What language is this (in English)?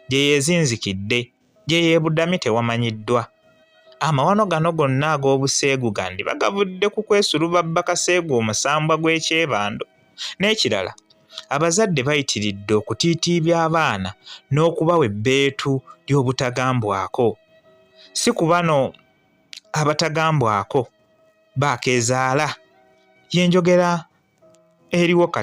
Ganda